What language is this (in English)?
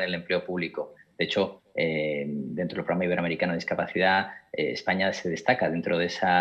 Spanish